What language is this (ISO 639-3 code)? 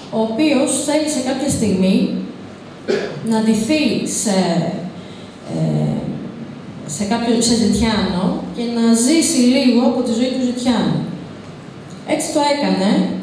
ell